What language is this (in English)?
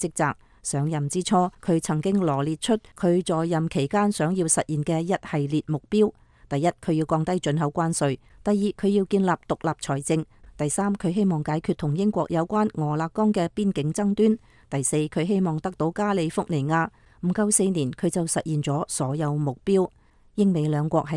Cantonese